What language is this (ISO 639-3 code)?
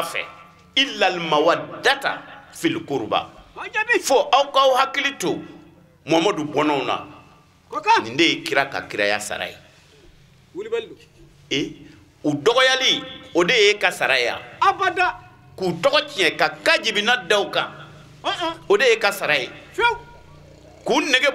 bam